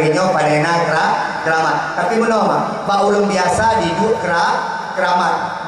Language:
Achinese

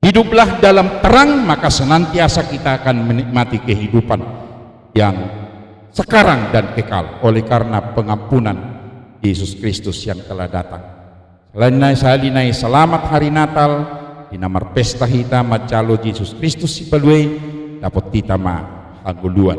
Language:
Batak Toba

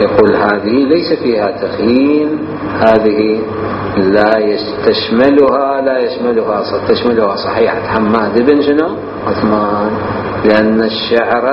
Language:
Mesopotamian Arabic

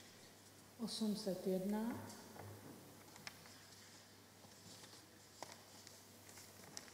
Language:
Czech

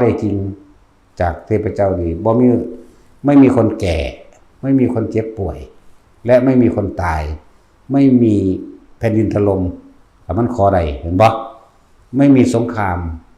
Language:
Northeastern Thai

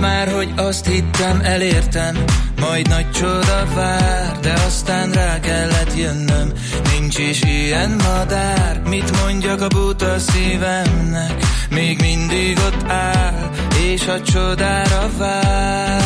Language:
Hungarian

